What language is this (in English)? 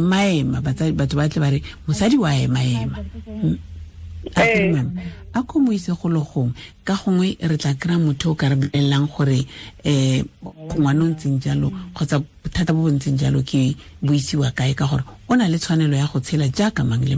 Tswana